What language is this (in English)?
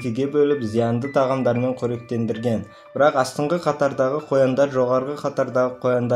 Kazakh